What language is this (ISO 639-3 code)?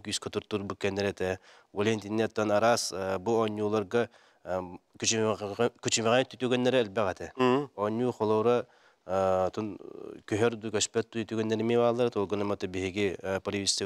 sah